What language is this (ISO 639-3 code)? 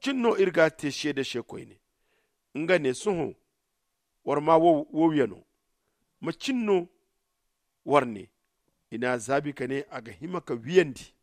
dje